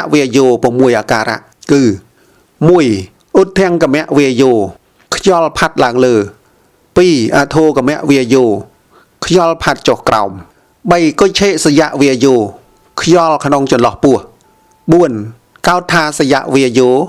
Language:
Khmer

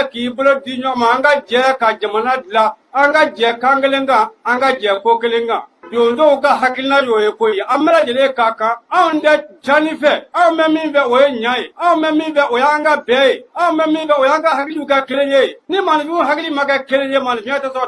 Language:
Bambara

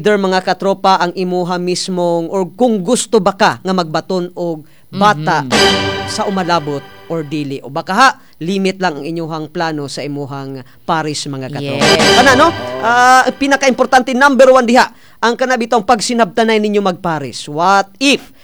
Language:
Cebuano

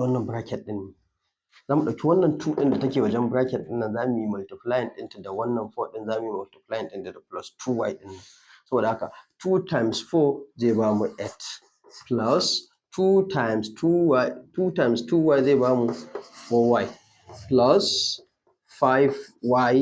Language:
Hausa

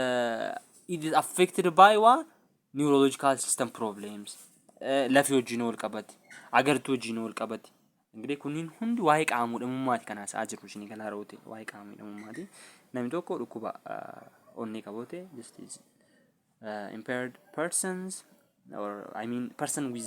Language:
Oromo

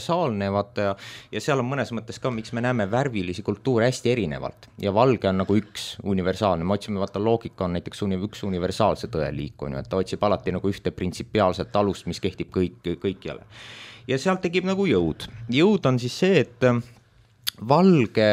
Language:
Estonian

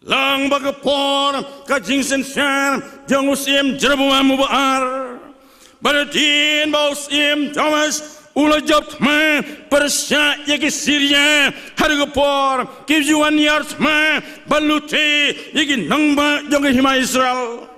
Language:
Khasi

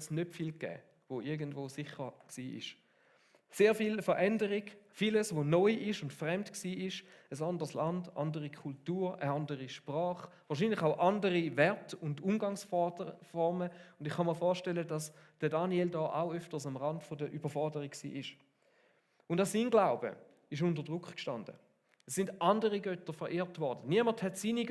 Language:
Swiss German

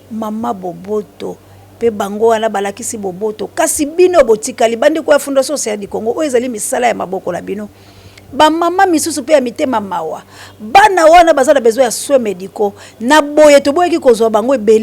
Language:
Lingala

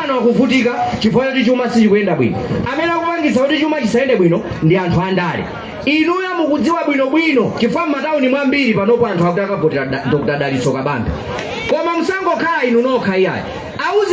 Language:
Nyanja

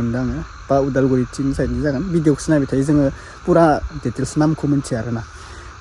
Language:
Bodo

